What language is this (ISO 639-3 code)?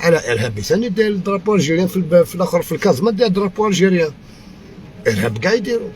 arq